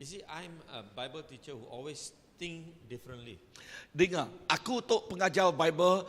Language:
Iban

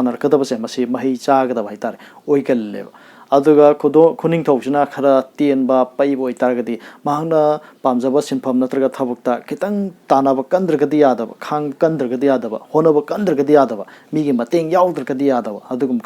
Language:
Manipuri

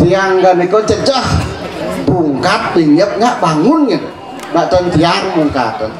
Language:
Balinese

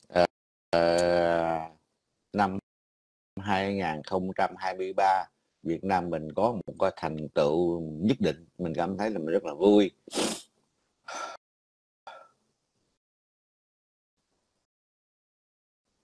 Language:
Vietnamese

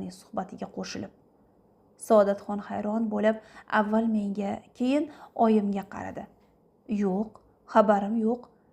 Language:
Uzbek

